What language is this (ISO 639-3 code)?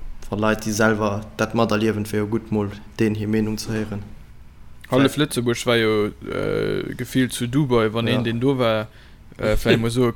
ltz